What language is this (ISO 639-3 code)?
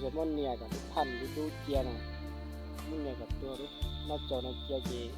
hmn